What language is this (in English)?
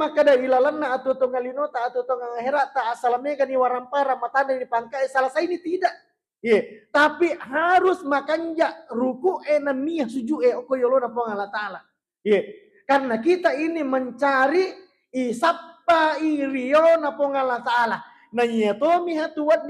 Buginese